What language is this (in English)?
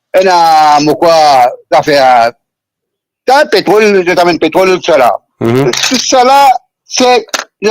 Morisyen